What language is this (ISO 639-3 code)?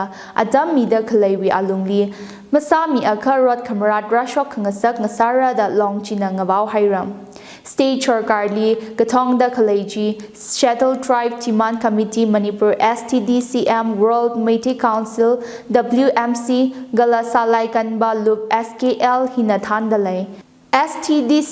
nmf